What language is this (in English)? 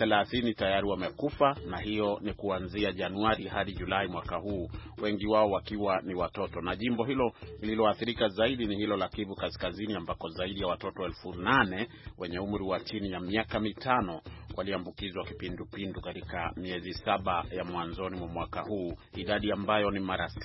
Swahili